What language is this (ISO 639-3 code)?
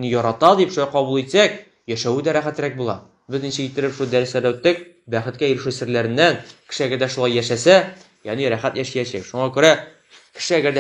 tat